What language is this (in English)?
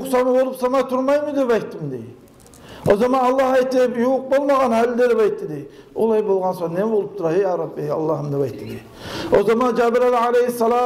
Kumyk